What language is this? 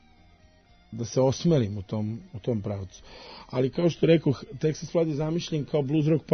Serbian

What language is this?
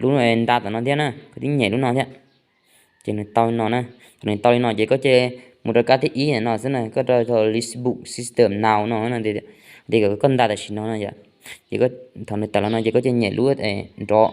Hmong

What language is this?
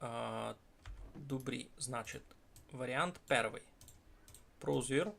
Rusyn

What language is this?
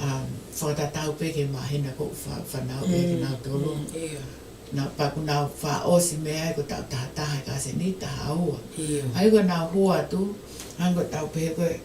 Tongan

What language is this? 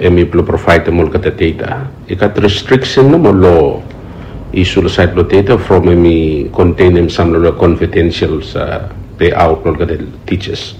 Bislama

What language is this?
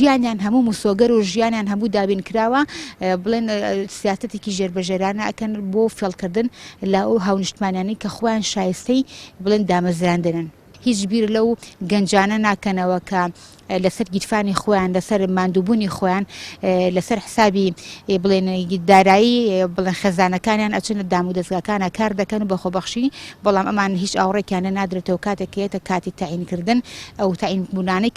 Central Kurdish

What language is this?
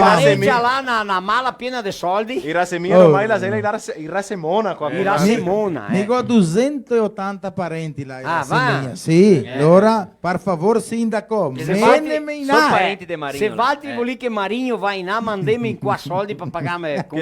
Venetian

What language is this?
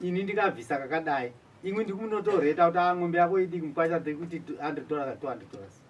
Shona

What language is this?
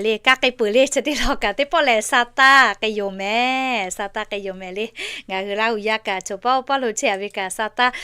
Lahu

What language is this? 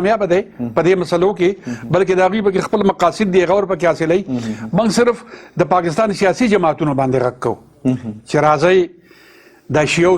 Pashto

